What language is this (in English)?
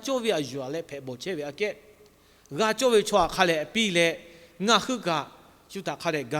Lahu